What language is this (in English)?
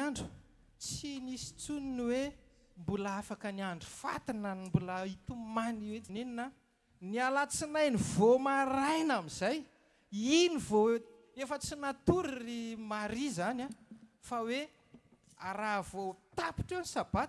Malagasy